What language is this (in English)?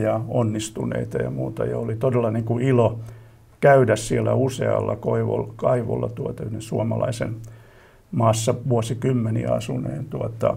Finnish